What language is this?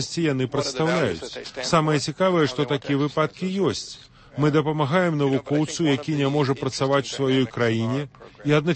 Belarusian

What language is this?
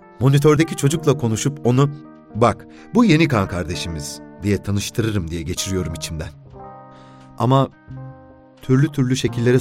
Turkish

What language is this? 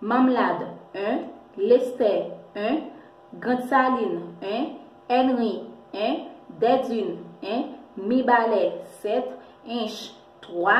Haitian Creole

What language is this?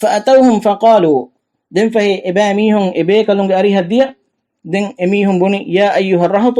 Divehi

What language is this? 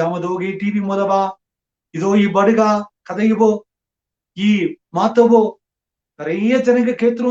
Badaga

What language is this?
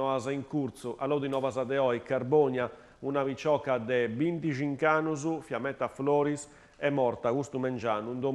Sardinian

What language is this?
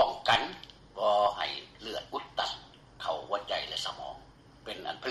Lao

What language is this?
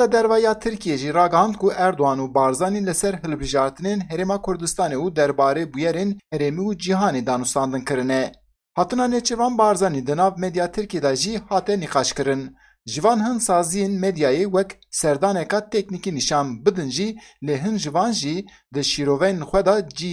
Kurdish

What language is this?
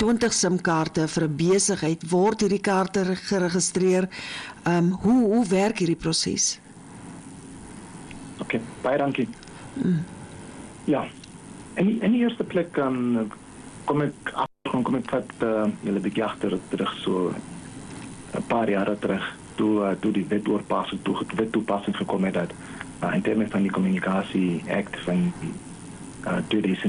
Afrikaans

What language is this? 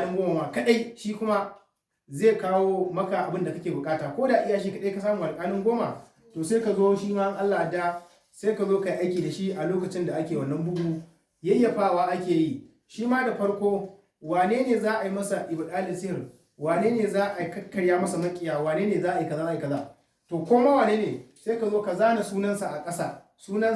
Hausa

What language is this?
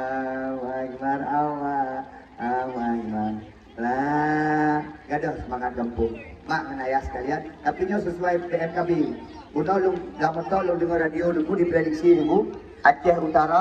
Achinese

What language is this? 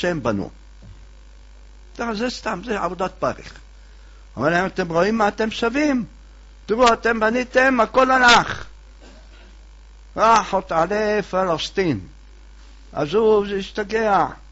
Hebrew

